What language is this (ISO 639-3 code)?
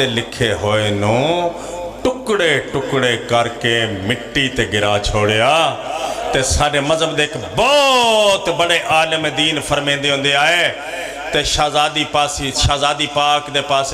phr